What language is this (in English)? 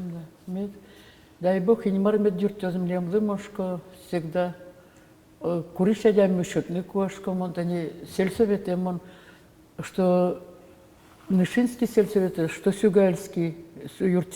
Udmurt